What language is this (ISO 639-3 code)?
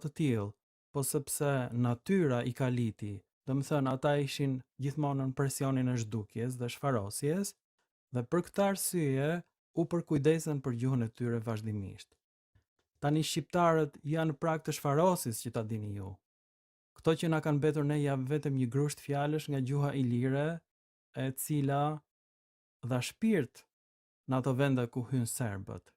sqi